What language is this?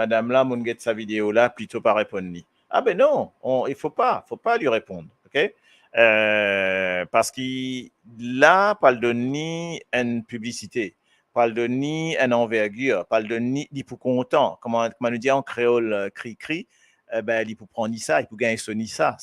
Morisyen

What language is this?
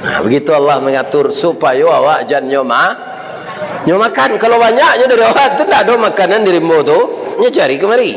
Minangkabau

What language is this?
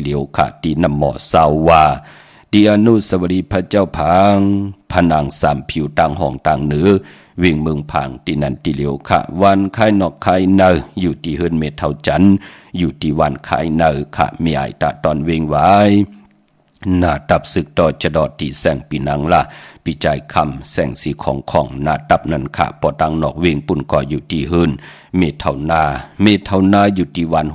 Shan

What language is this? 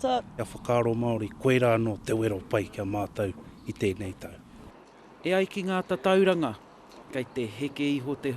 Māori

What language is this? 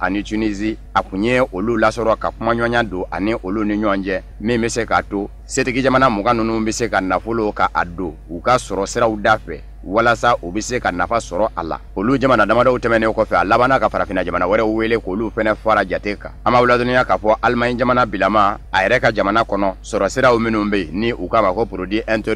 Bambara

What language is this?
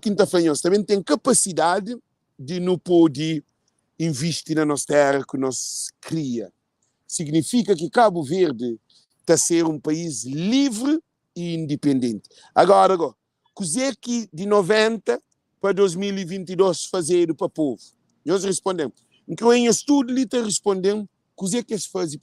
Kabuverdianu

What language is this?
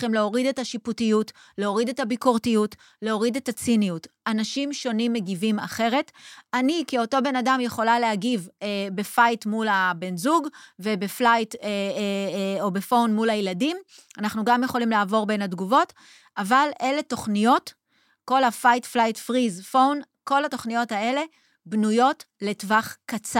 Hebrew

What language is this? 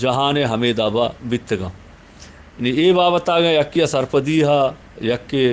Eastern Balochi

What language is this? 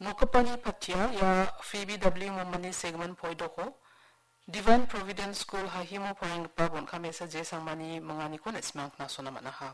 Garo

